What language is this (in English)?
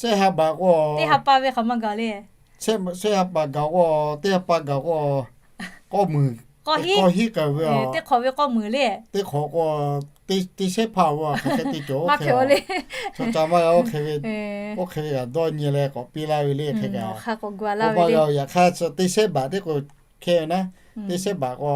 Lahu